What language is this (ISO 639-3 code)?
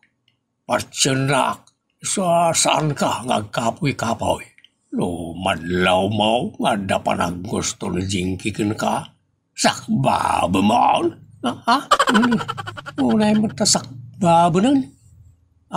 ilo